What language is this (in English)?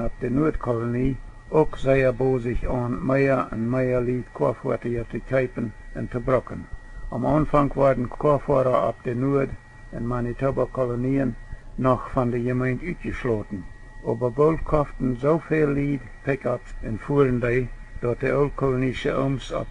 Plautdietsch